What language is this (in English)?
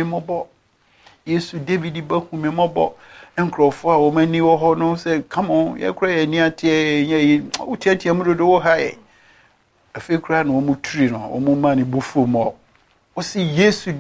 Akan